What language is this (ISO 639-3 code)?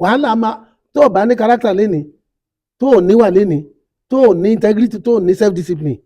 yor